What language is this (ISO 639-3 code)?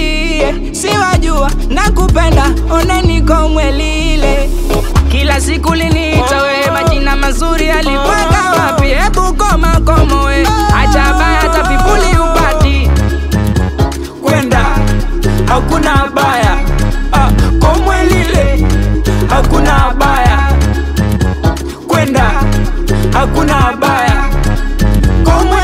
swa